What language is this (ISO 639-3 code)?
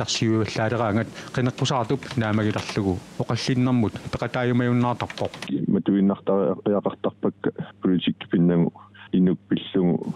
kal